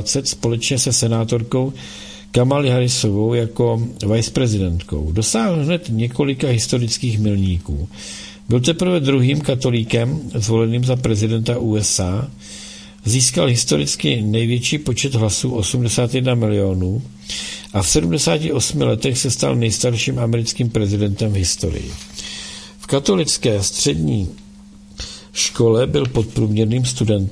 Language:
Czech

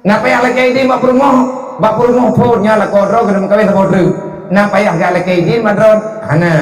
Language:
Achinese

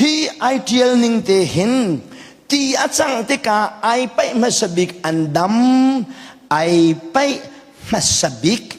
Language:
Hakha Chin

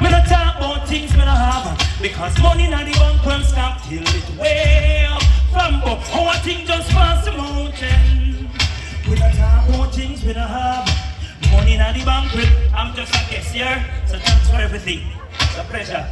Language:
Jamaican Creole English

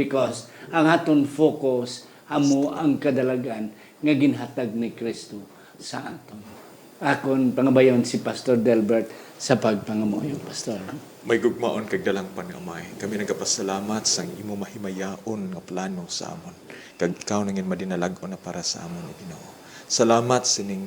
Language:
Hiligaynon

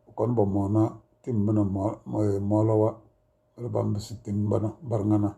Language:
Tem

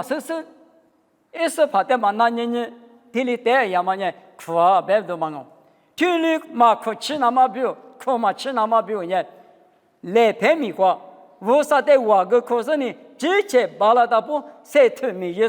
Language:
Lisu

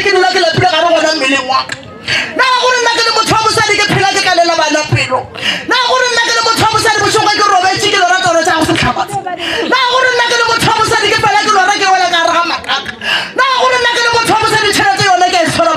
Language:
Northern Sotho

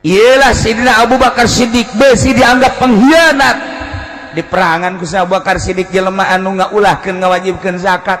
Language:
Sundanese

